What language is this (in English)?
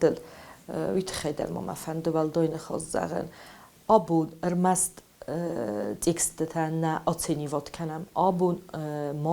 Ossetic